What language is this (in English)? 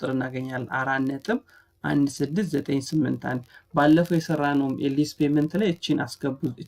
Amharic